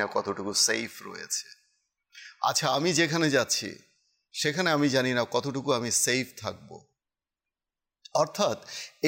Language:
Bangla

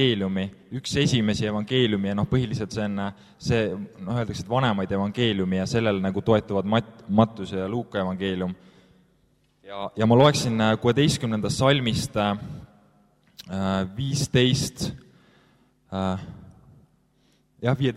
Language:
Estonian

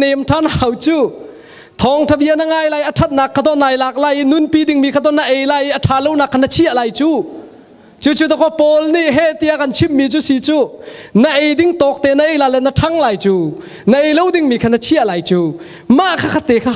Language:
Hakha Chin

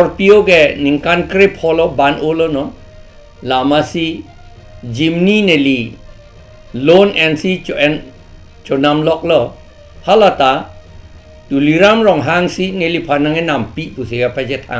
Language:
Karbi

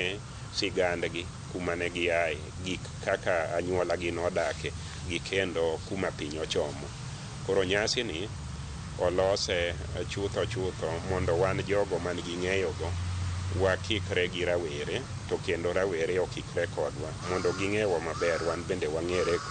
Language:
Luo (Kenya and Tanzania)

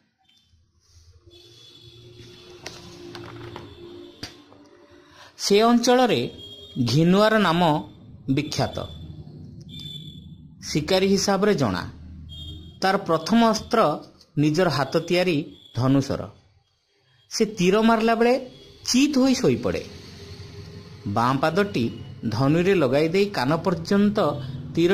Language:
Odia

